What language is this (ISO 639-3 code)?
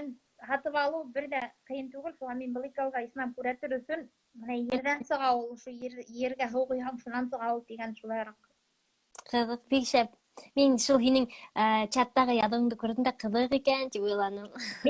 bak